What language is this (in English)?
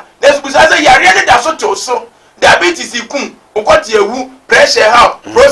Akan